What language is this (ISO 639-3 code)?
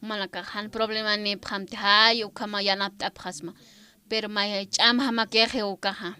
aym